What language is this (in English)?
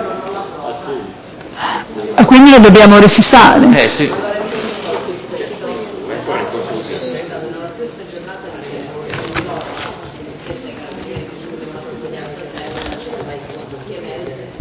Italian